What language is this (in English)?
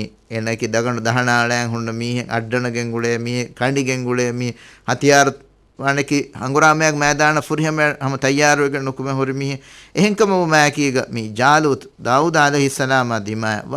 Divehi